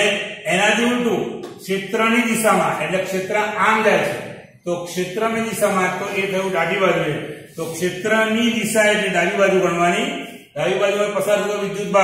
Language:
Gujarati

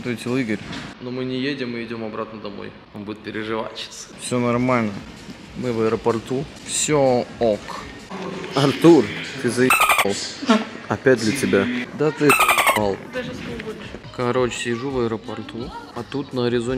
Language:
Russian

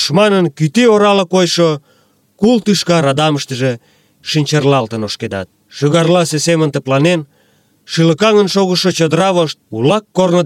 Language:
Mari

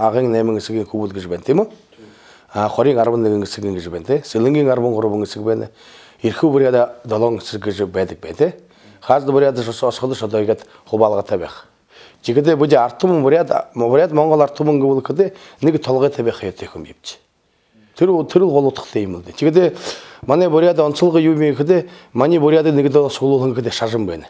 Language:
Buriat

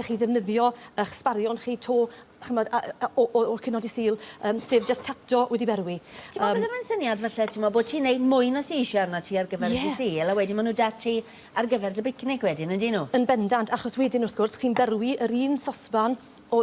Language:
Welsh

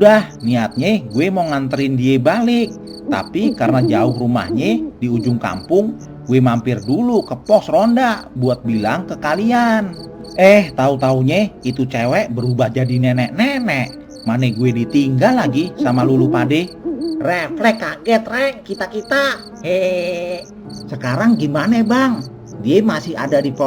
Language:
Betawi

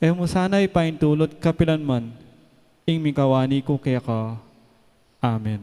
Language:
Pampanga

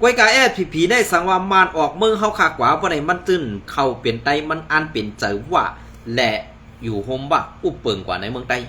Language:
Shan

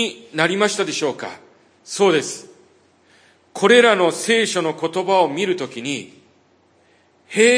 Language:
Japanese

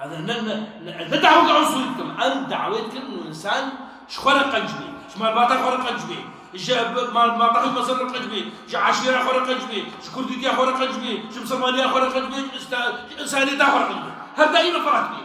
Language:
Kurdish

